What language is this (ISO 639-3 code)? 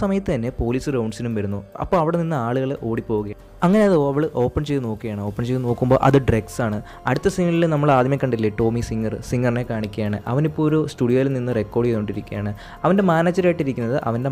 mal